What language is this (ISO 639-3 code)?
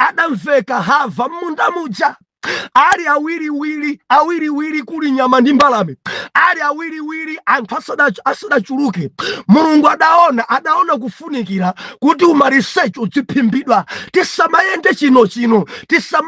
nya